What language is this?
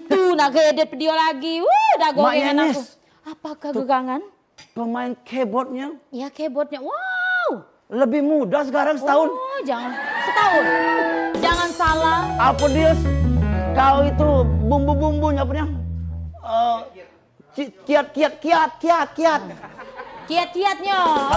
Musi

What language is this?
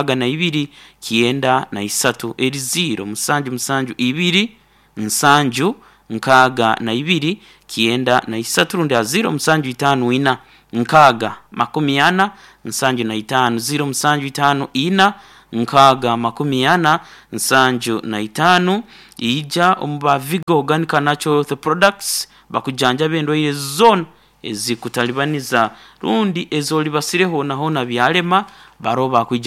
Nyoro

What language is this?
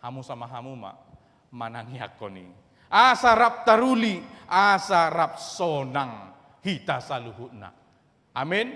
Batak Toba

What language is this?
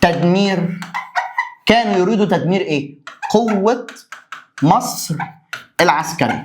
Egyptian Arabic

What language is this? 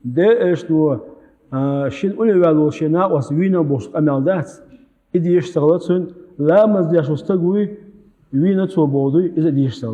Chechen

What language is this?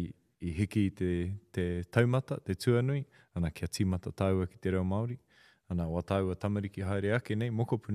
Māori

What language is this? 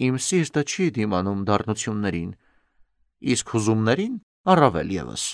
Armenian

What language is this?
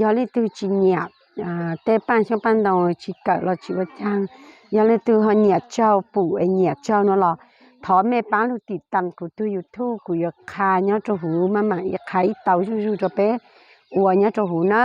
Hmong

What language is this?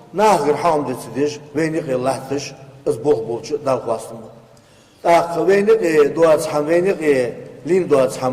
Ingush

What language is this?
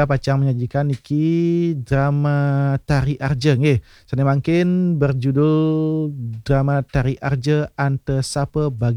Balinese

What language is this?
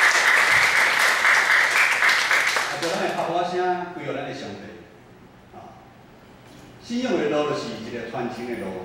Min Nan Chinese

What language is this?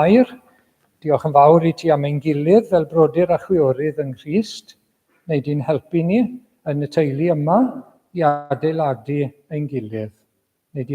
Welsh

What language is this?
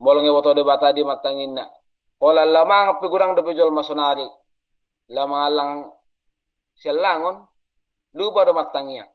Batak Toba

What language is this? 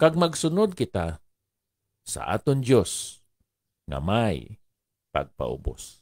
Hiligaynon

